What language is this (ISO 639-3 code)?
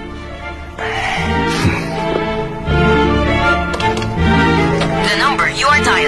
fil